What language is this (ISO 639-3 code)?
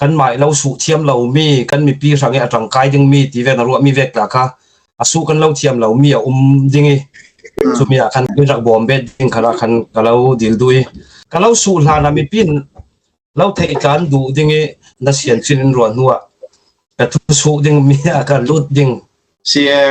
cfm